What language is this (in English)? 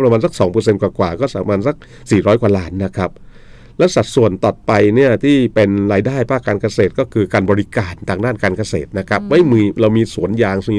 Thai